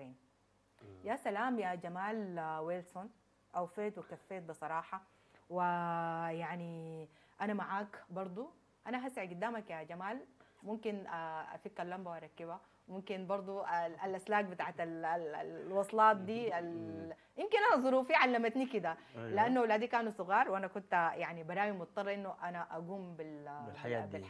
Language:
Sudanese Arabic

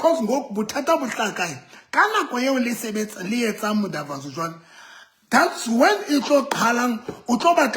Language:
Southern Sotho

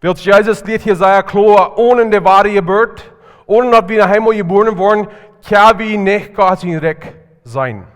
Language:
Plautdietsch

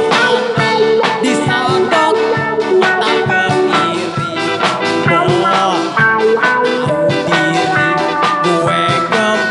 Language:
Betawi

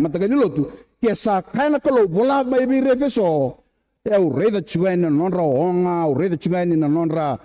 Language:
Fijian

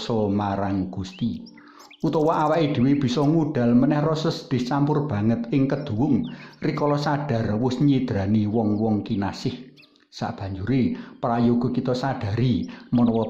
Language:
Javanese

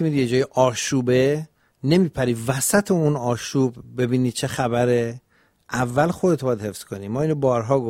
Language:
Persian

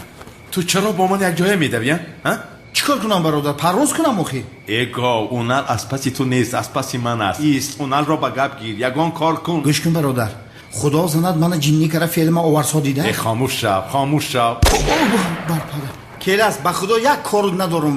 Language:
Tajik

